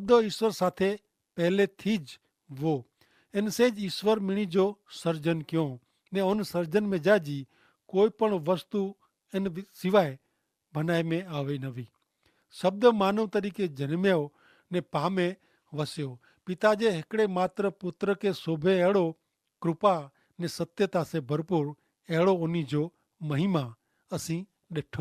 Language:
Kachhi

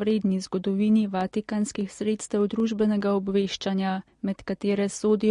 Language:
Slovenian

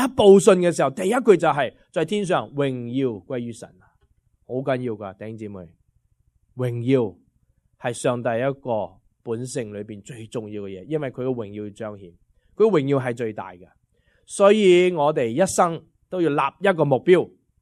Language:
Cantonese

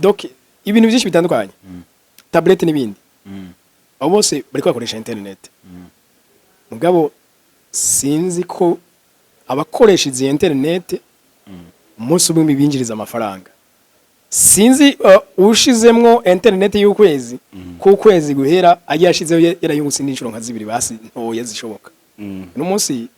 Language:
Rundi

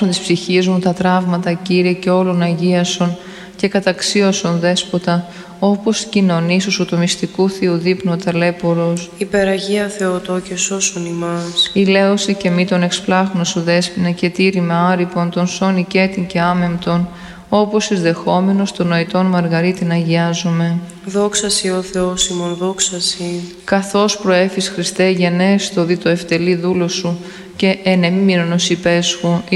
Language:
Greek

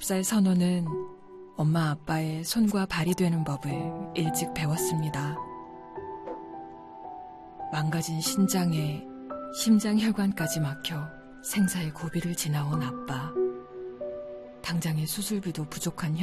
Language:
Korean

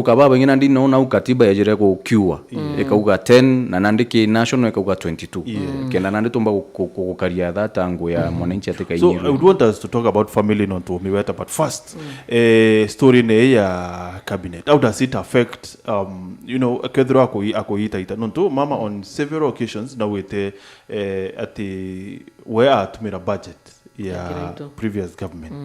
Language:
Meru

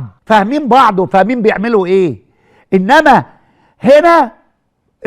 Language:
Egyptian Arabic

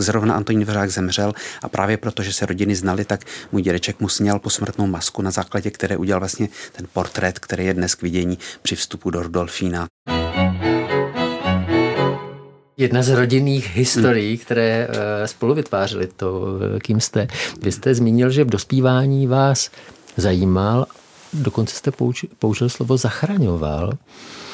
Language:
Czech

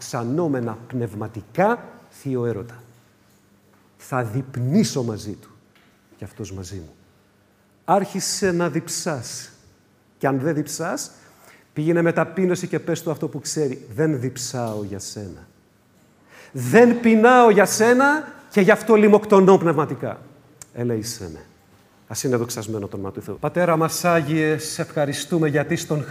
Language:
Greek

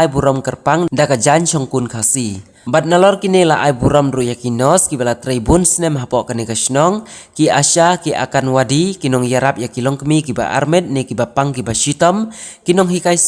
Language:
Khasi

